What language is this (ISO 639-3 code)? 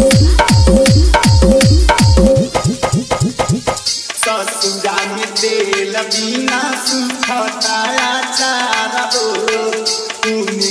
bho